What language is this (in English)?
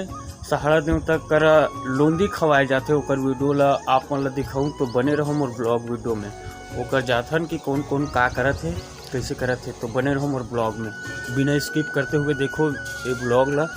Chhattisgarhi